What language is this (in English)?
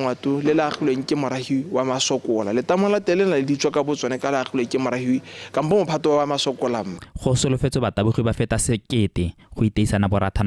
Tswana